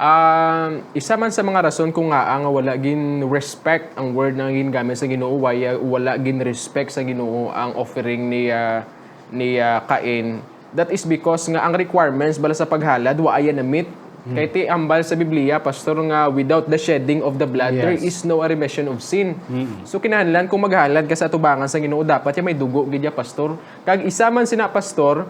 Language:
Hiligaynon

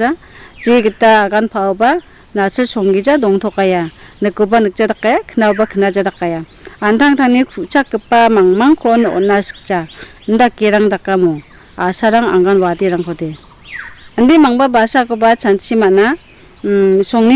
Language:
Garo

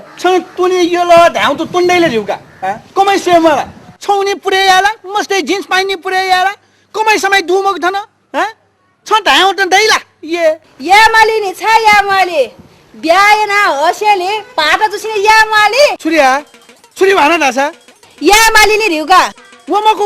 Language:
Newari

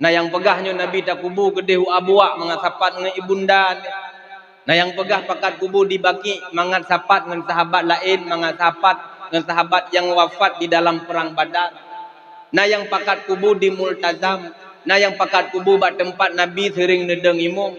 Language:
Achinese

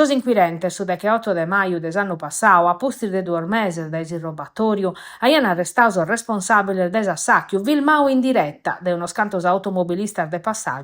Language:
Sardinian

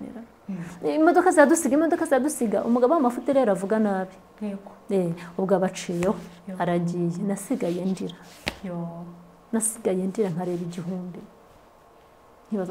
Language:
Kinyarwanda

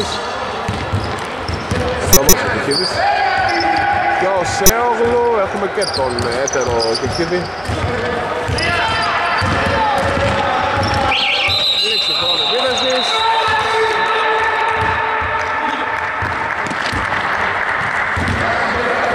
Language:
Greek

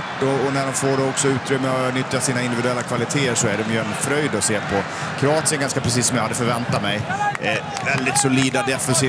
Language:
Swedish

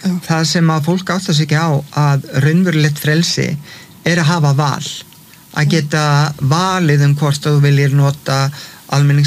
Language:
Icelandic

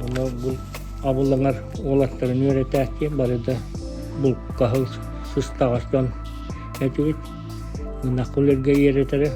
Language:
Yakut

